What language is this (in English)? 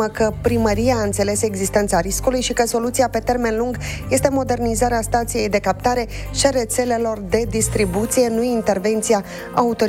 Romanian